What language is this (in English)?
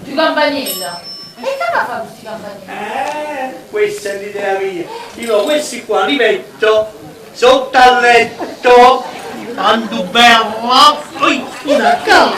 Neapolitan